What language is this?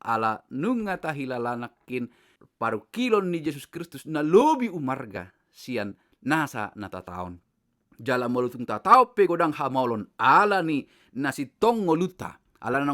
Batak Toba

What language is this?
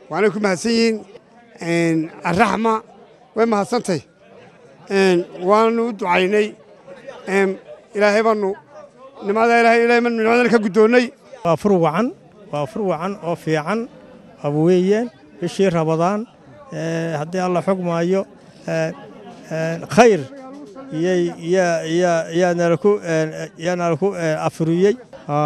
Somali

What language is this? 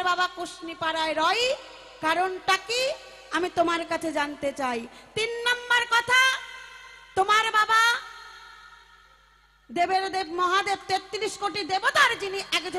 Bangla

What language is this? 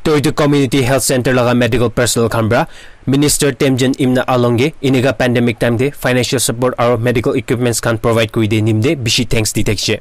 Naga Pidgin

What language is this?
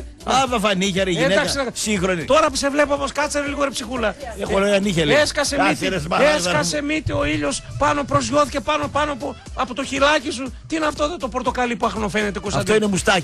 Greek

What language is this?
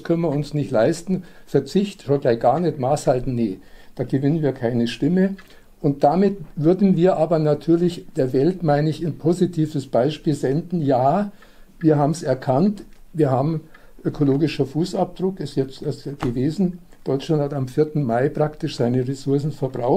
German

